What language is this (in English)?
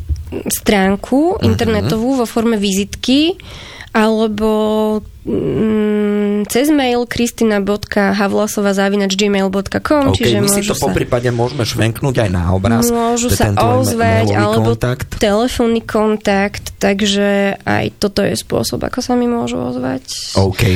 Slovak